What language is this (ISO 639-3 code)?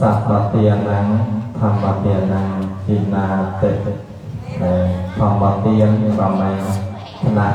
khm